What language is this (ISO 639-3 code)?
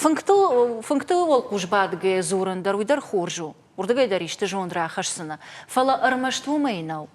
oss